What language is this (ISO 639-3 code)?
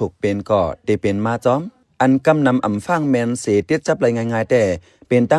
shn